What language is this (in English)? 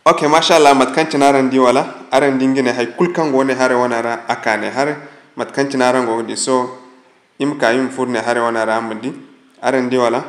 Zarma